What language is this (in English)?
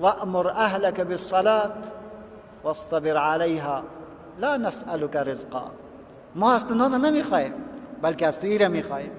Persian